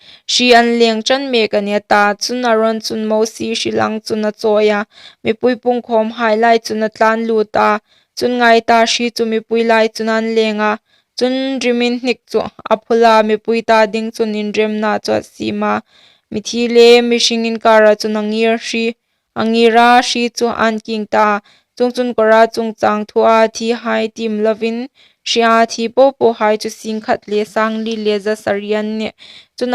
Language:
Hmar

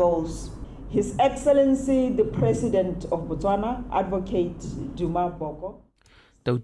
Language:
Tswana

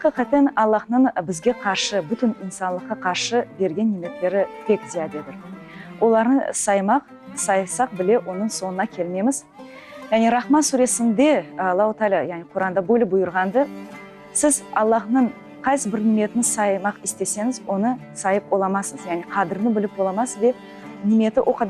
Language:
Crimean Tatar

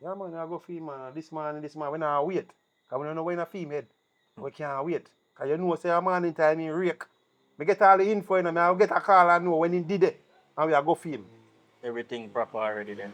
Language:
Jamaican Creole English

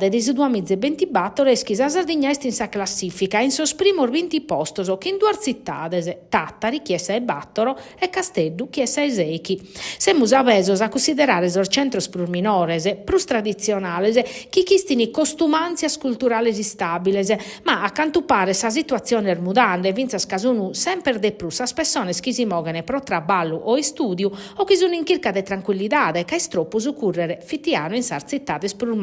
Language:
Sardinian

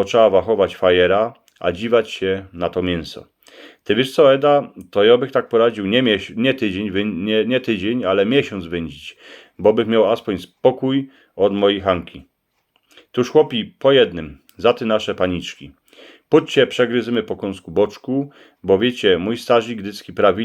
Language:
Silesian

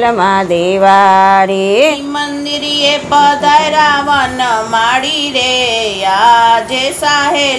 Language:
Gujarati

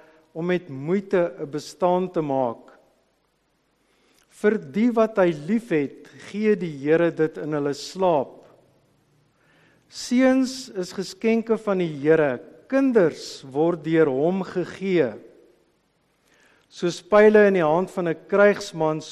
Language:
Afrikaans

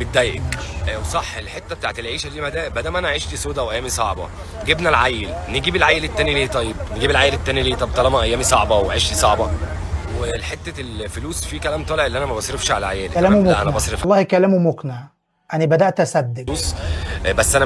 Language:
Egyptian Arabic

